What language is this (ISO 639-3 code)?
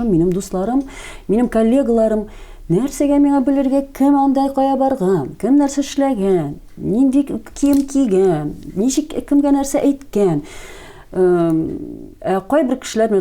tat